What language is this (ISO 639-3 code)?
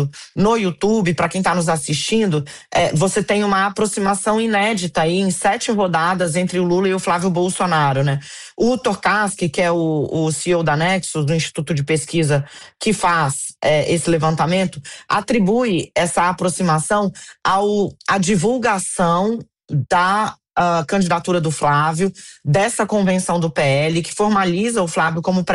por